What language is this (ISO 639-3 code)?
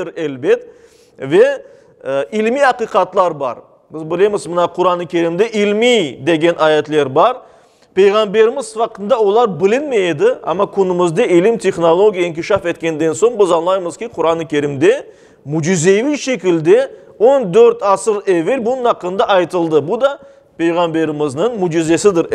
crh